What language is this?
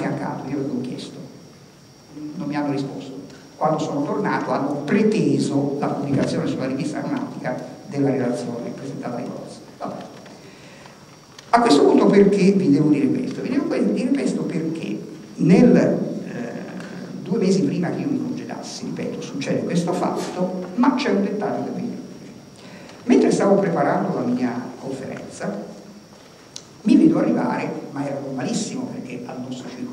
Italian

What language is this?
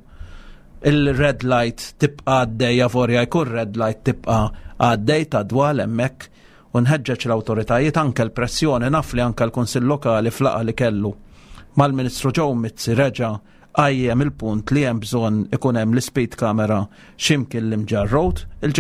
Maltese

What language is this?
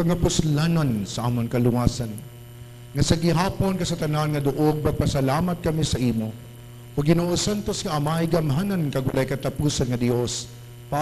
Hiligaynon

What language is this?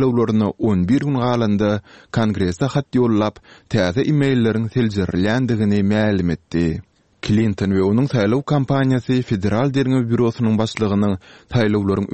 Turkmen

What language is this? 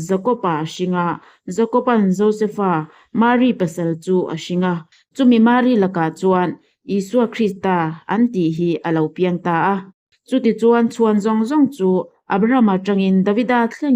Mizo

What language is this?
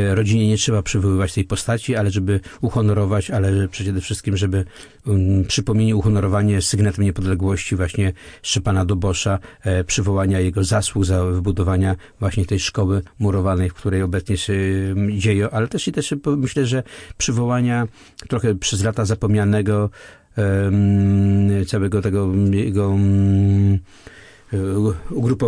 Polish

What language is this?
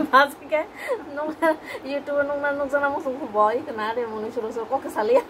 Kok Borok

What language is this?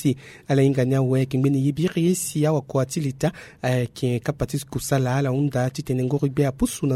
Sango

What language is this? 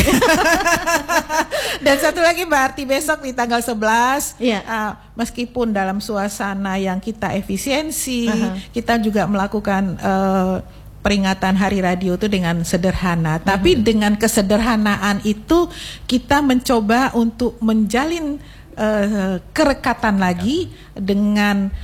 Indonesian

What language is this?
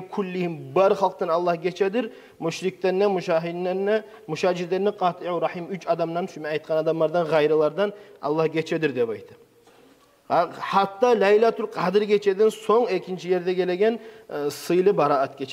Kumyk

